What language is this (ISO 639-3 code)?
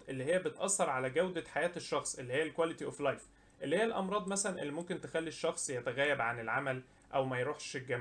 arz